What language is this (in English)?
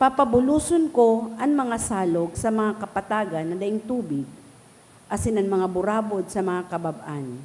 Bikol